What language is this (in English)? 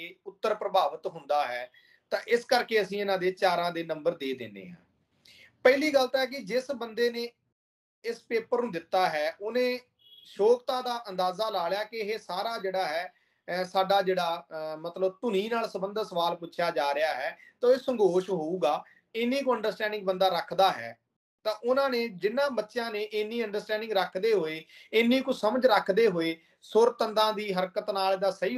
Punjabi